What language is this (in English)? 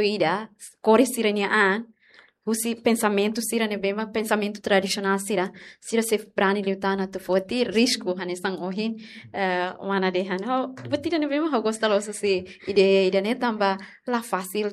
Tetum